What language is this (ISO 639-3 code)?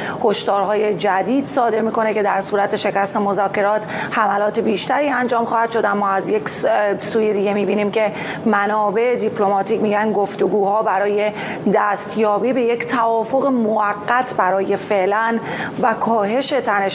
fas